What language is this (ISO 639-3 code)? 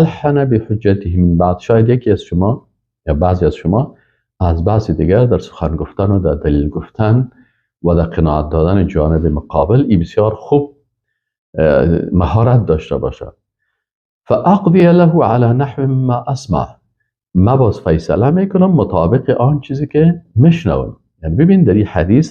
fas